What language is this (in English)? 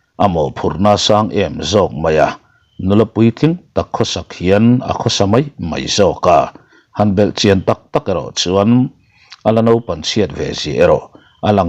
Mizo